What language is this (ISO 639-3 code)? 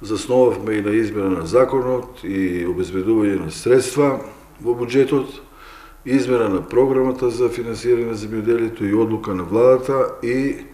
mkd